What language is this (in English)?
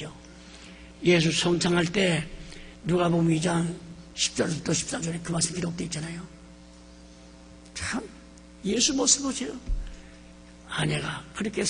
Korean